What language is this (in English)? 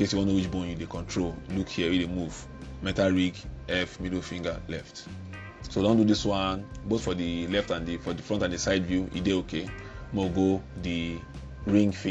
Nigerian Pidgin